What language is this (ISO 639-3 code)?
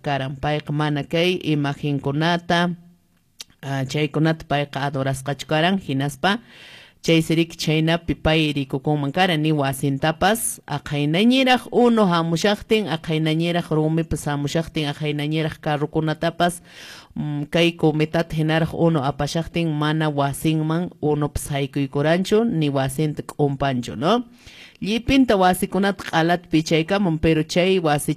que